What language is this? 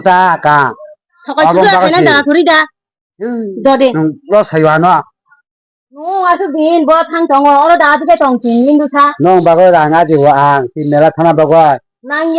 Kok Borok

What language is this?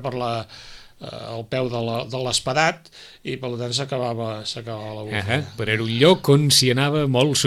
Catalan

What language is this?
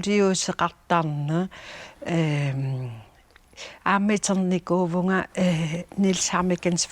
Kalaallisut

